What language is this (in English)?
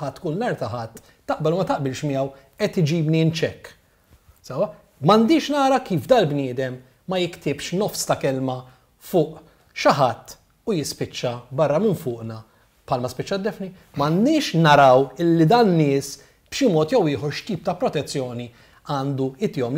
Maltese